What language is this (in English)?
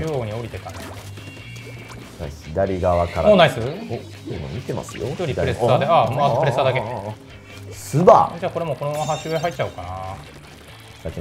Japanese